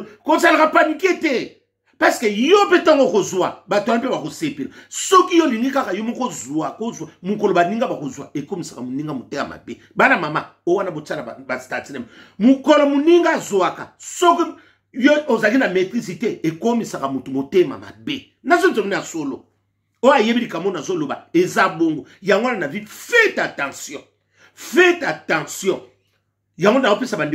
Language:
Lingala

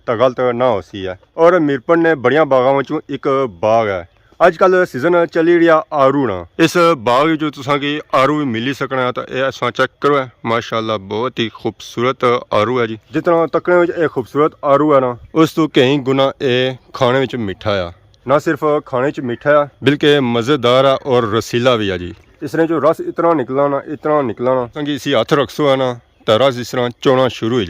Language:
Pahari-Potwari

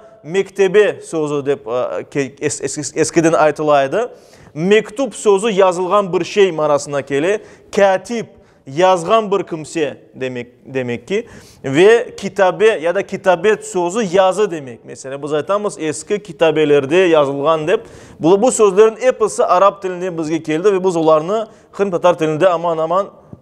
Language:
Crimean Tatar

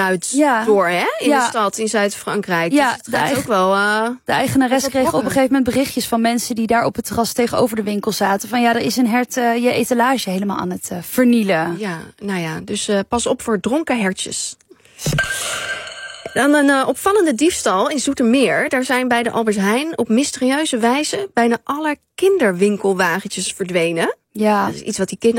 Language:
Dutch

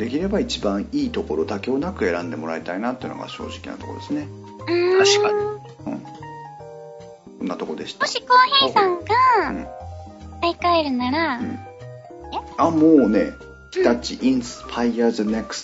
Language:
Japanese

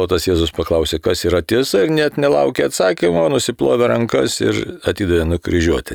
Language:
Lithuanian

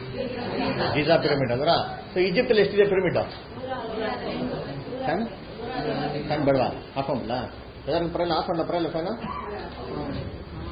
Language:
Kannada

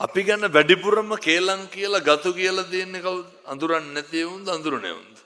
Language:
Sinhala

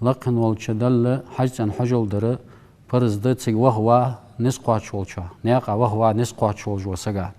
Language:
Ingush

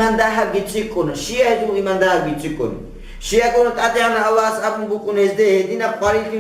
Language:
Avaric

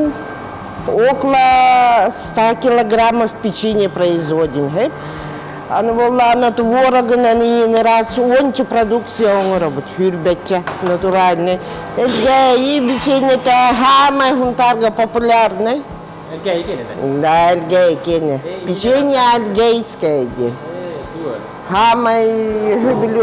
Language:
Yakut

